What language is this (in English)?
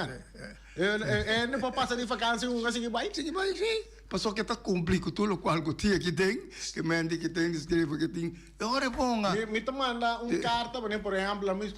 Papiamento